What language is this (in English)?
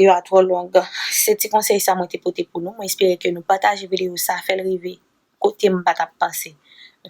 Haitian Creole